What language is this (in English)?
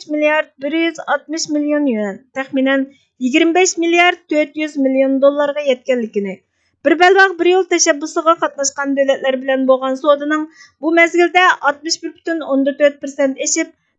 Uyghur